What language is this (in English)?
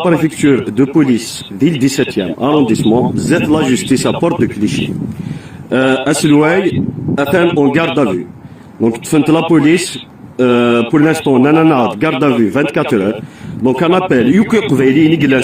Kabyle